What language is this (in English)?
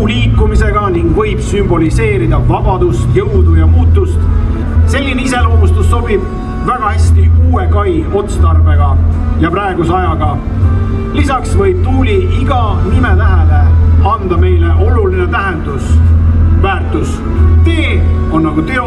Estonian